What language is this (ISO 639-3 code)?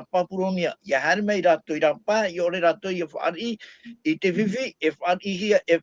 tah